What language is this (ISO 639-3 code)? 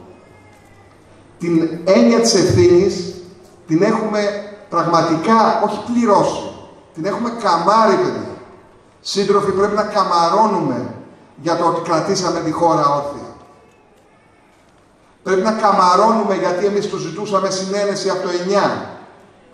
ell